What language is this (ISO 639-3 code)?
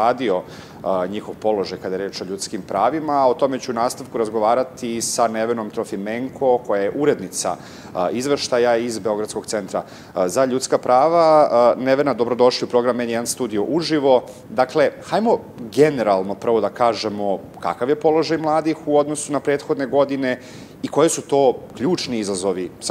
srp